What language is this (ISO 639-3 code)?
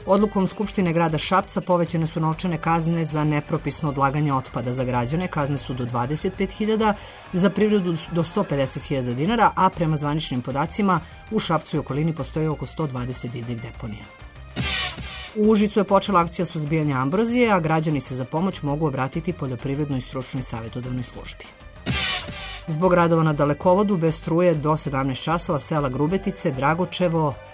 srp